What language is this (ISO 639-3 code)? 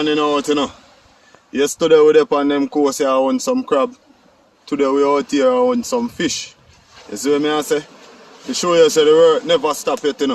jam